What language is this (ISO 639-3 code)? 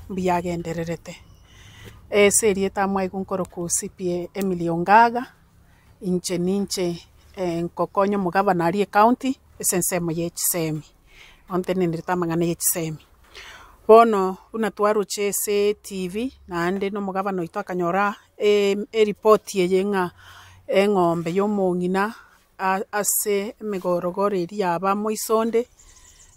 guz